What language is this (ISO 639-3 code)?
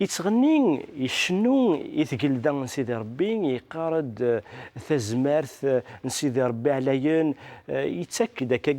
kab